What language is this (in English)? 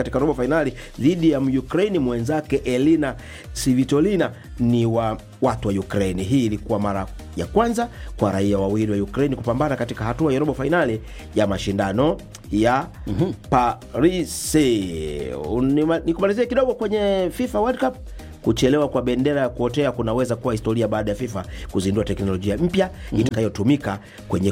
Swahili